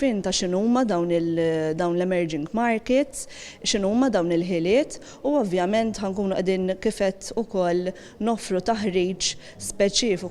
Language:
Maltese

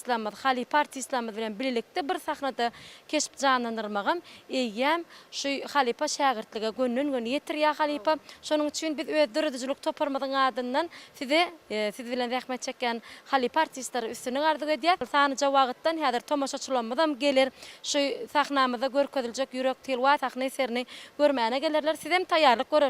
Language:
Turkmen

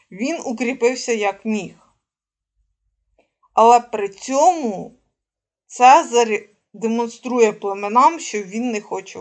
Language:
Ukrainian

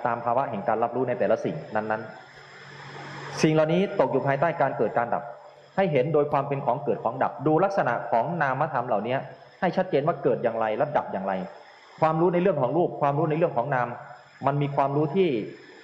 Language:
Thai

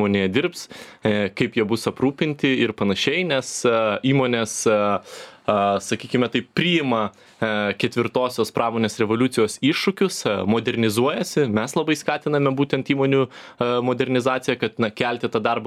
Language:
Lithuanian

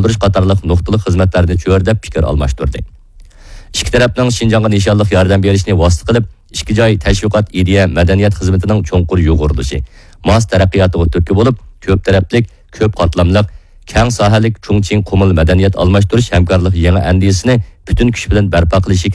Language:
Uyghur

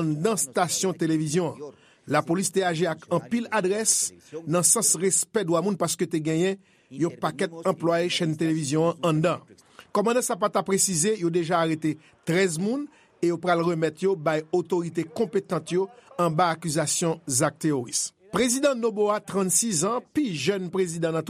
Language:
Haitian Creole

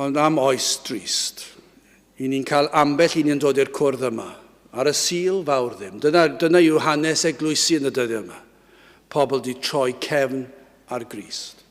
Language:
Welsh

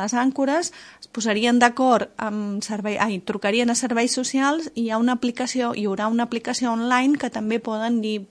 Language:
Catalan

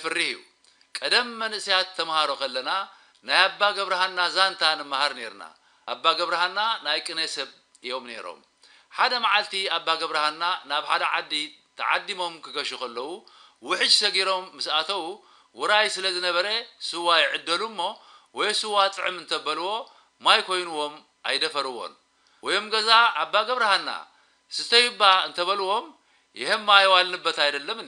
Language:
Tigrinya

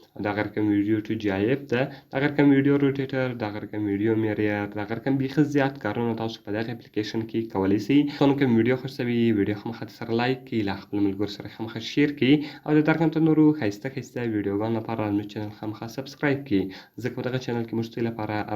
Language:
Pashto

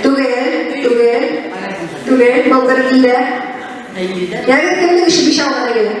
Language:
Bashkir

